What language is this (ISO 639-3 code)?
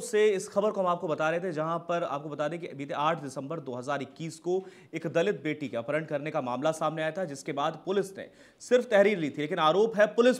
hin